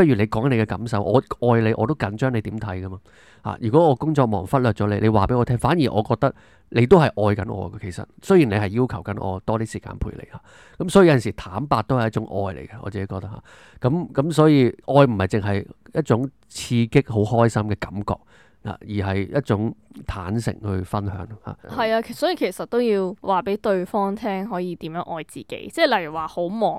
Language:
Cantonese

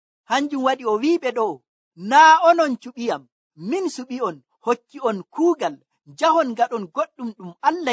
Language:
Nigerian Fulfulde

